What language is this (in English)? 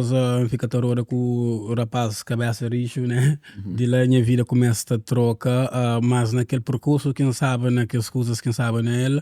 Kabuverdianu